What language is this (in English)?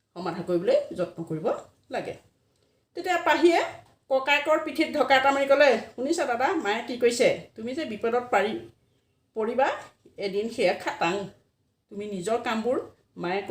Assamese